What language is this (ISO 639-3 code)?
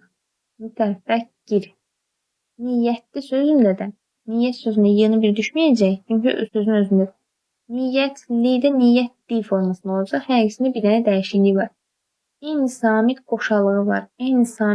aze